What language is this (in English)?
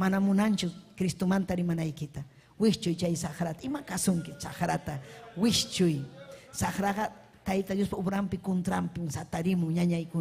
Ayacucho Quechua